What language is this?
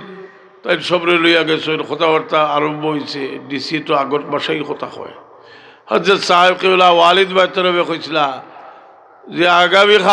Sylheti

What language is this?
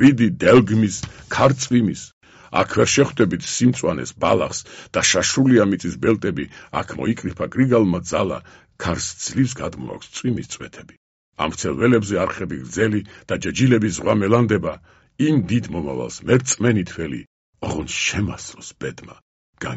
Georgian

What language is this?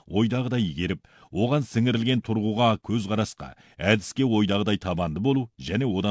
Kazakh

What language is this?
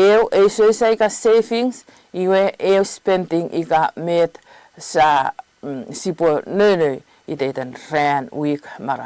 Chuukese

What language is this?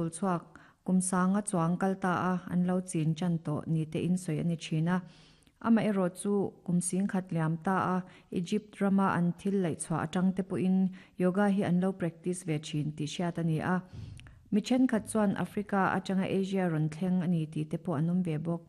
Mizo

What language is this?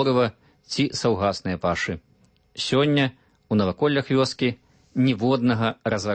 Belarusian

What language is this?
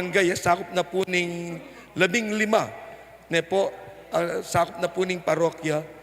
Pampanga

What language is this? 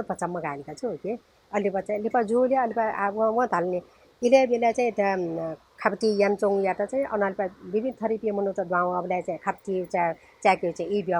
Newari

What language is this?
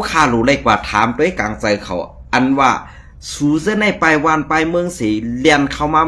Shan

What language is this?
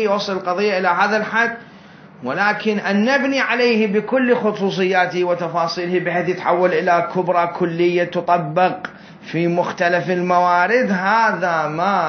Mesopotamian Arabic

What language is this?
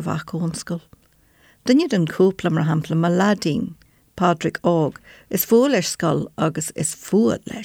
Irish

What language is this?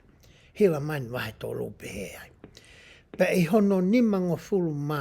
Tongan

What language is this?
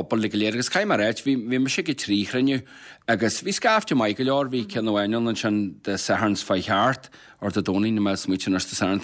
Irish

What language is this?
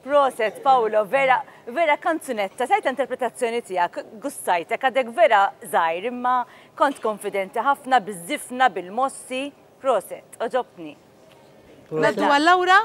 Maltese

